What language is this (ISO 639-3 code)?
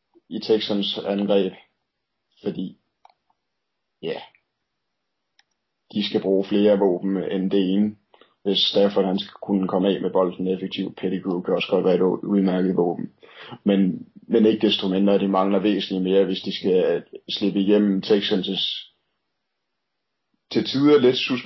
dan